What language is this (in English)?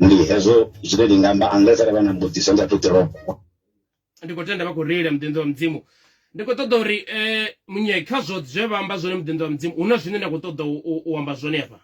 Venda